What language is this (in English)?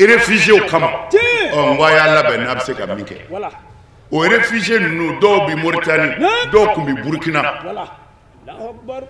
Bambara